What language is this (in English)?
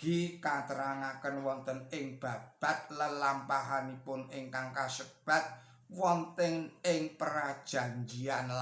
Javanese